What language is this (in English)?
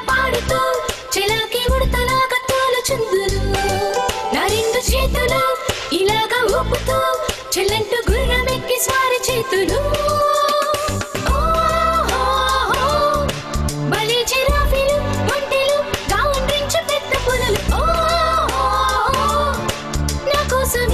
Telugu